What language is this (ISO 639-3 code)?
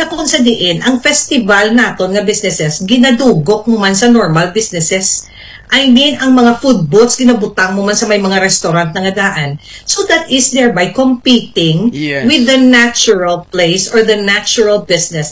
hil